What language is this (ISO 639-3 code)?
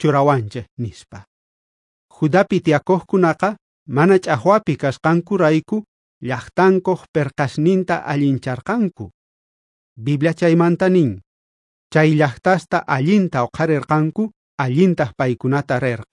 quh